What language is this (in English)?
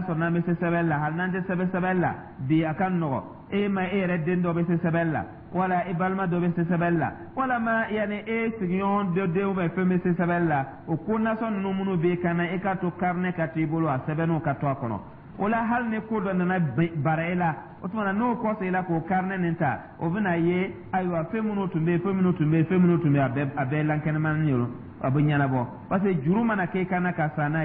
Dyula